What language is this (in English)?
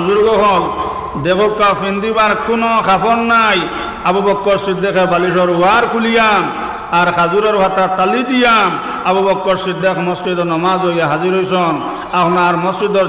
Sylheti